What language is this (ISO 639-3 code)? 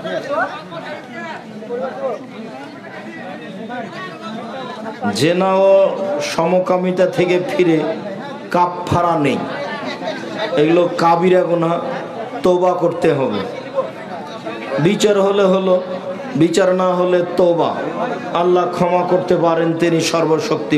ben